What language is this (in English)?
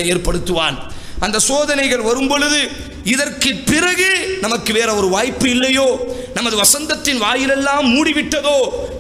Tamil